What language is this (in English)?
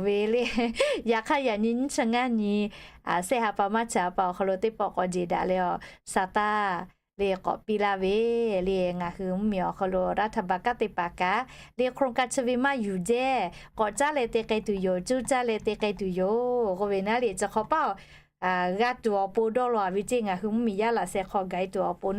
Lahu